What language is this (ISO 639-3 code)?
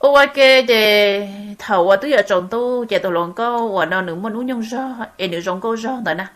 hmn